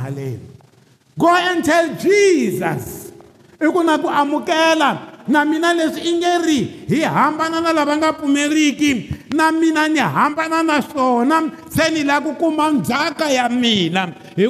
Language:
Tsonga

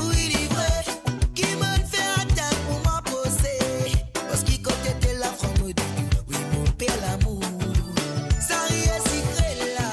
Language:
Morisyen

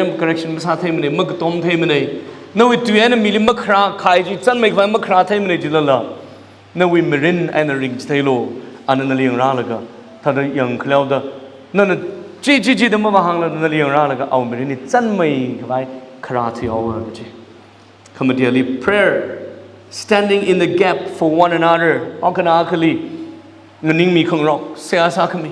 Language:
Tangkhul Naga (India)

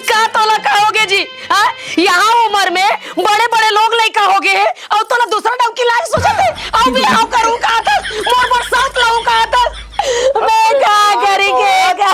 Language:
Chhattisgarhi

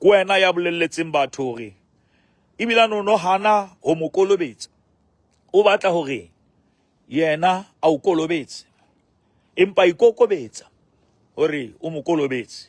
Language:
Southern Sotho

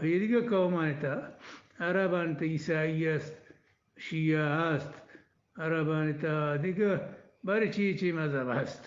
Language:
Eastern Balochi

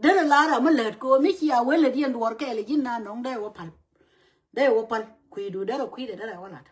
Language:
Nuer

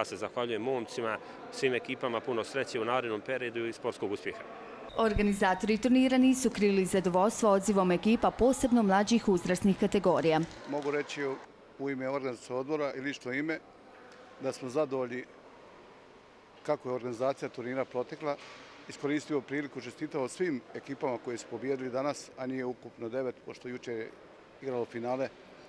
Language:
Bosnian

